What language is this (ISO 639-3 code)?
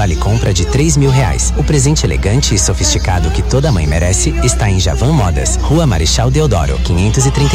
por